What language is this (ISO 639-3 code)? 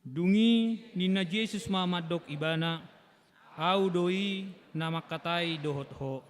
bbc